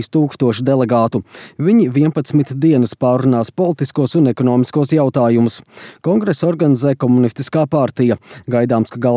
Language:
Latvian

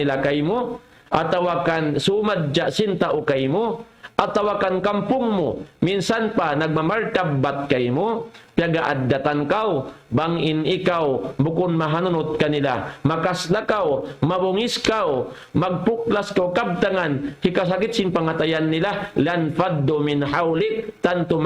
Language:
Tausug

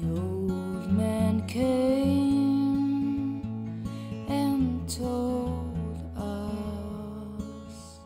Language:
Western Frisian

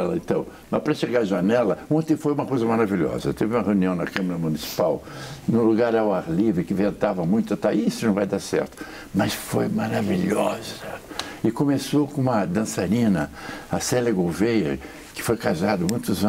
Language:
Portuguese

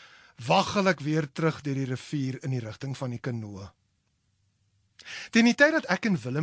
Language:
Afrikaans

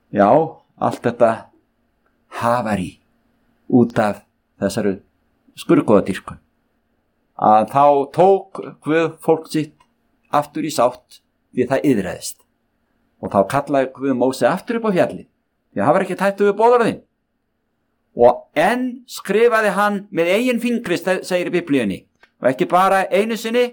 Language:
Icelandic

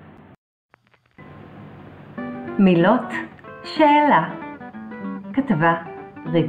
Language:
Hebrew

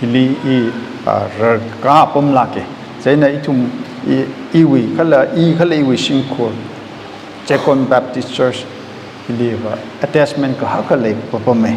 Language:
Tangkhul Naga (India)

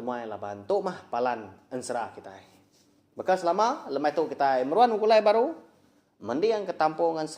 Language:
Iban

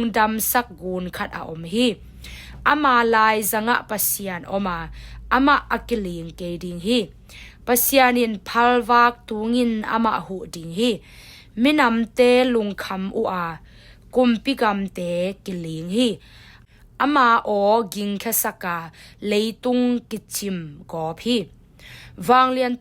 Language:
Tedim Chin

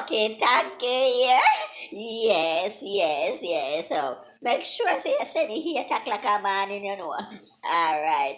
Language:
Jamaican Creole English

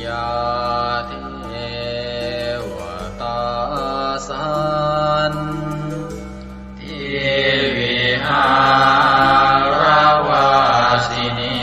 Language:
Pali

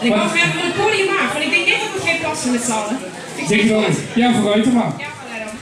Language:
Limburgish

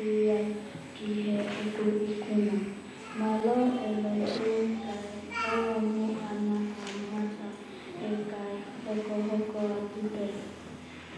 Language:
Tongan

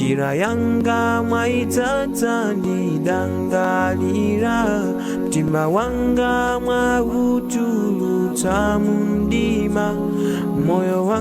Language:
Nyanja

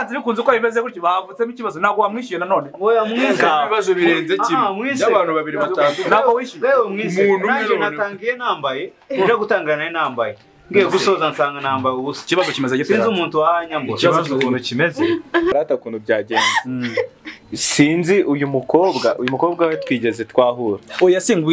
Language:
Kinyarwanda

